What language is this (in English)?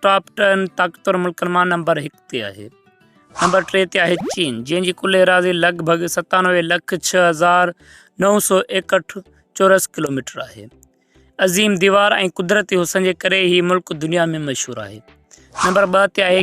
Sindhi